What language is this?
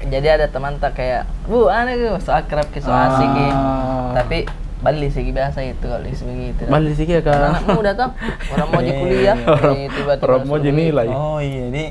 Makassar Malay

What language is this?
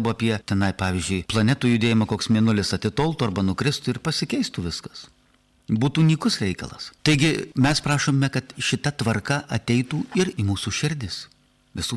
Lithuanian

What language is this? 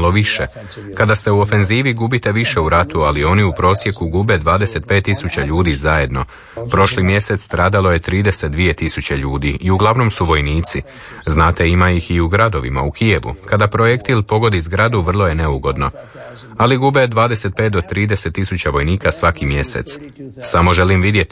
Croatian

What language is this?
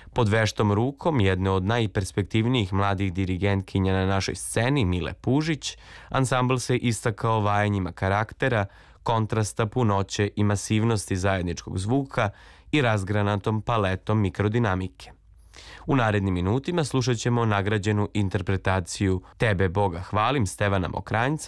Serbian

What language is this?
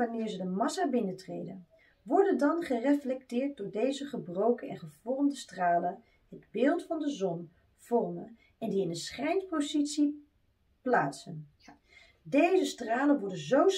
Dutch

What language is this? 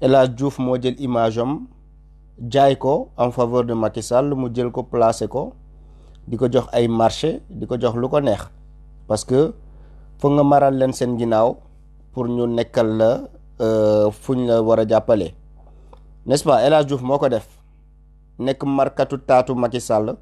Wolof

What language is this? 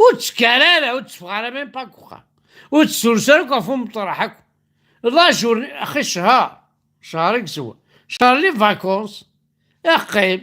Kabyle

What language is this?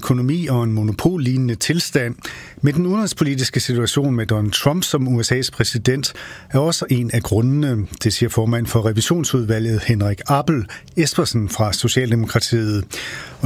Danish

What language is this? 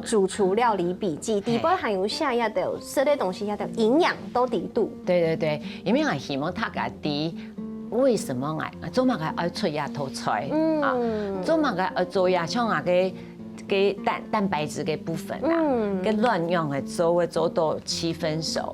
Hakka Chinese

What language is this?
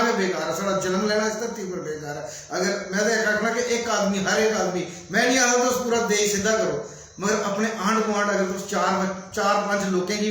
Dogri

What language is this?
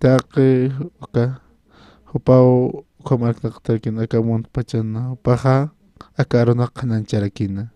Aymara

